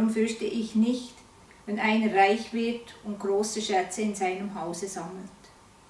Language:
Swiss German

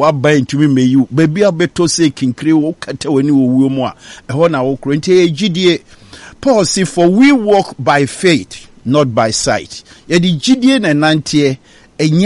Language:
Akan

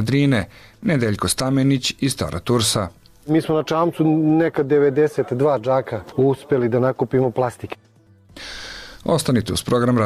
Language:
Serbian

